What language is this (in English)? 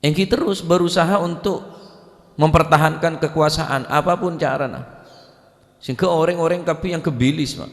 Madurese